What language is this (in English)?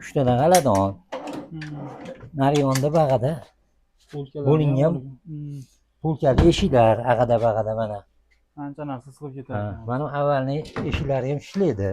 Uzbek